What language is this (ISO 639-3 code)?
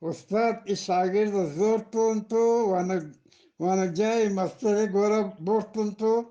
bgp